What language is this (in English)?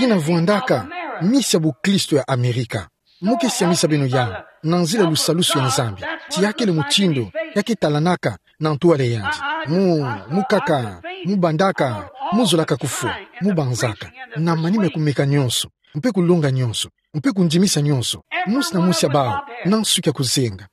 Kituba (Democratic Republic of Congo)